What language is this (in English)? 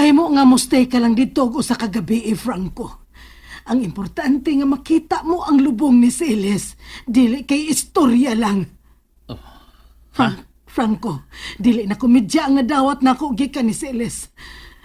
Cebuano